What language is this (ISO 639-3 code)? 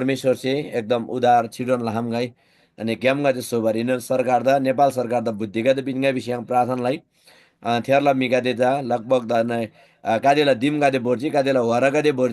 taj